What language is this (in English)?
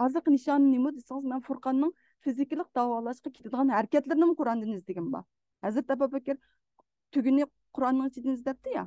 Uyghur